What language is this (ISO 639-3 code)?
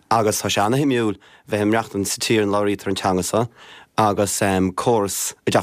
gle